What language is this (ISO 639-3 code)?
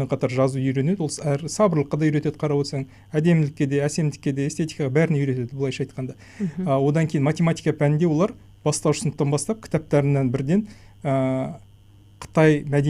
kaz